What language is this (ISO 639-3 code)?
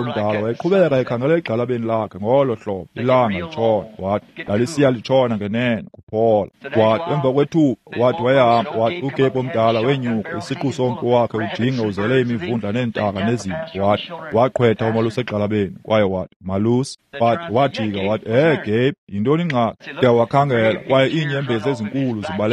xho